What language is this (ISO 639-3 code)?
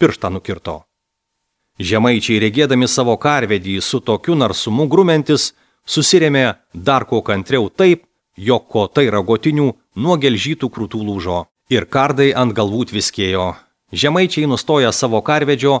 lit